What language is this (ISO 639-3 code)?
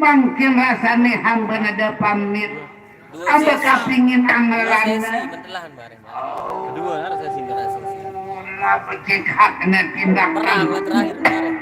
sas